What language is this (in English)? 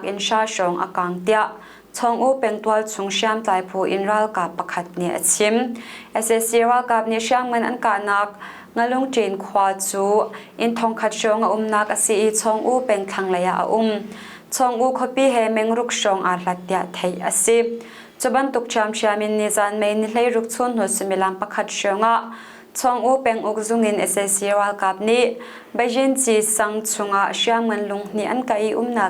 Hakha Chin